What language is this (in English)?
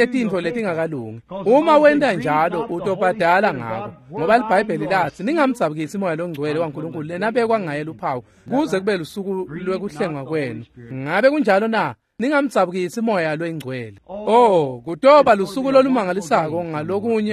Swati